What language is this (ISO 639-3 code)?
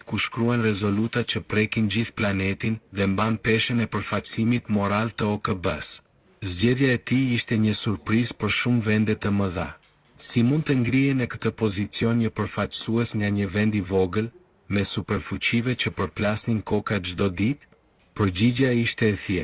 sqi